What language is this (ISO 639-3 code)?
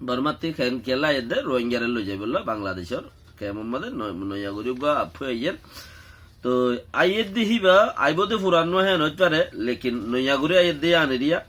rhg